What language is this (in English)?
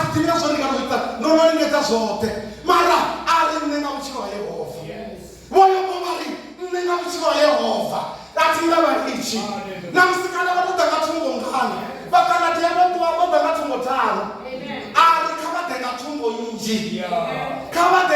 Venda